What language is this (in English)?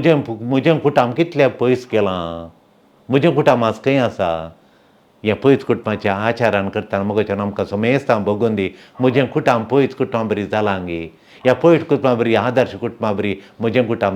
Konkani